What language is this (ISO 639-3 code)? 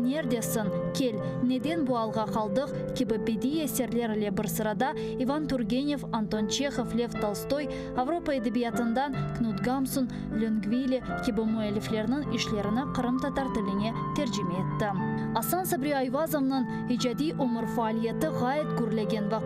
crh